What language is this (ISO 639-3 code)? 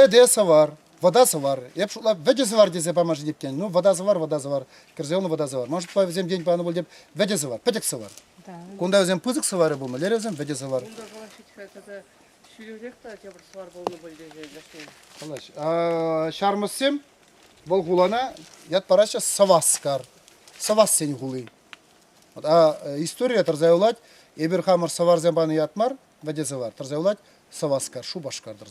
chv